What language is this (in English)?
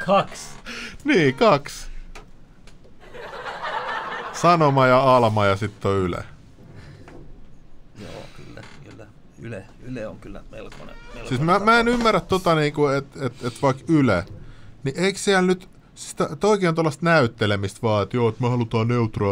Finnish